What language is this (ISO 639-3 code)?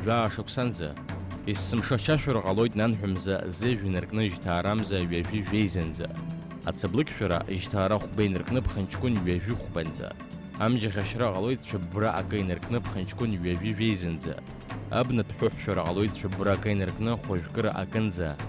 abk